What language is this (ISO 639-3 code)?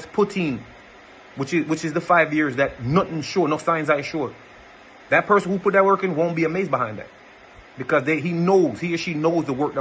jam